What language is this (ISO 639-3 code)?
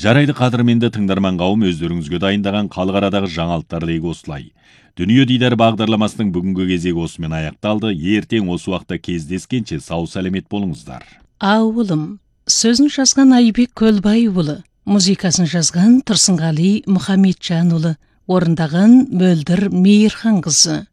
kaz